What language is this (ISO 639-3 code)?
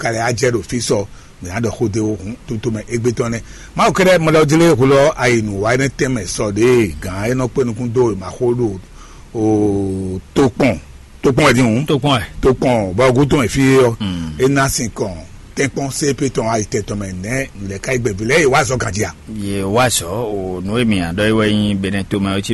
fon